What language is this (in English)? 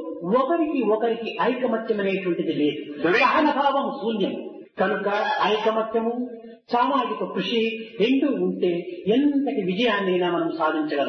Telugu